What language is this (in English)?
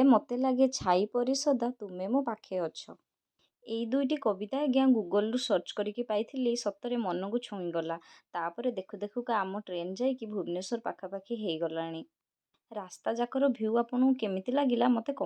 Odia